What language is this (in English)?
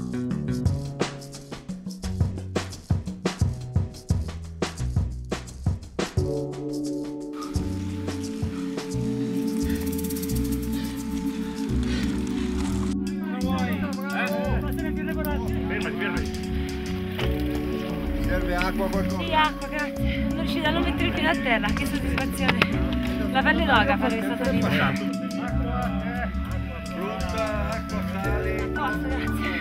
Italian